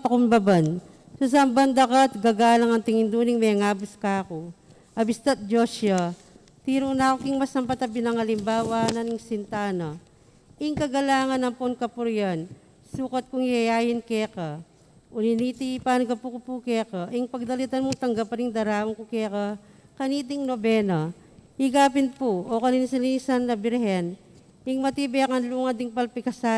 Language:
Pampanga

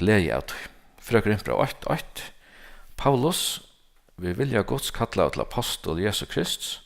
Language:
Faroese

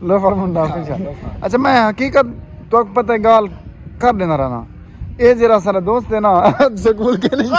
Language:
Saraiki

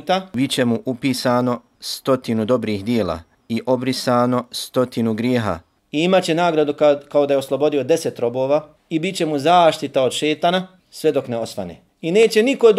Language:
Bosnian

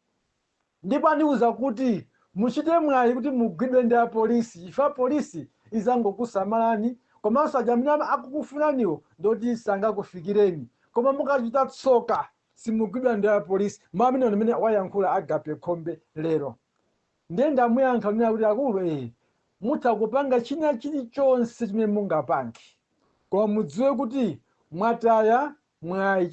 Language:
Nyanja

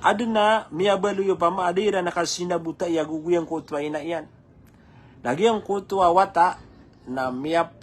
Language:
Maranao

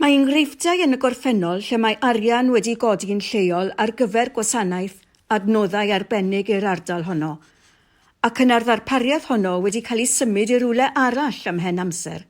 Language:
Welsh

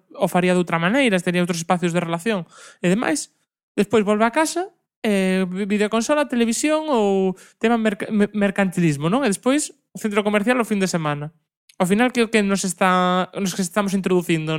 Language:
Galician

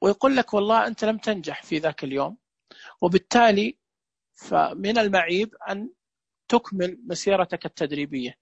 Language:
Najdi Arabic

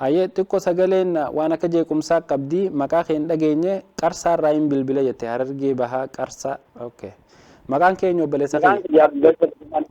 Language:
Oromo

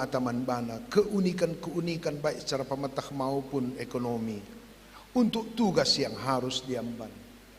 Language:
Batak Karo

